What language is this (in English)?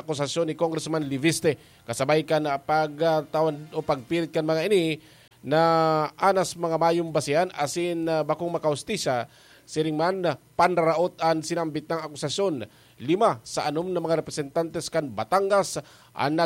Bikol